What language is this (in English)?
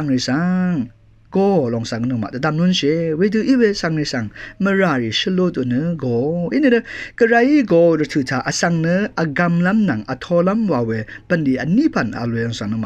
Rawang